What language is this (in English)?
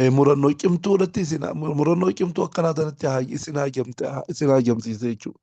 Oromo